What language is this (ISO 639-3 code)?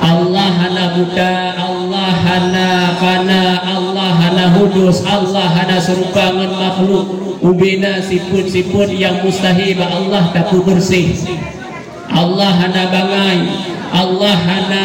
ace